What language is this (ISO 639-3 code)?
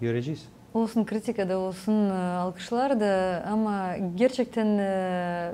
gag